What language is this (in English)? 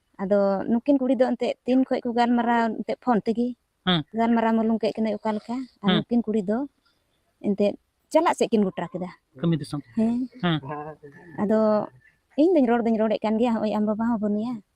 Santali